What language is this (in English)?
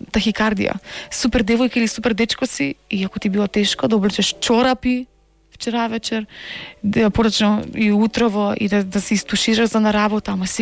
Macedonian